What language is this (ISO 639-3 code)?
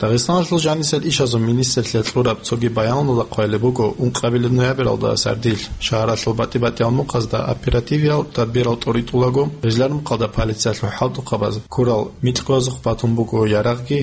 ava